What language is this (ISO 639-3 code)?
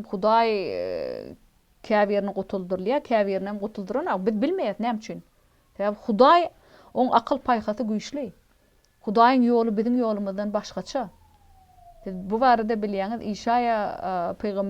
tuk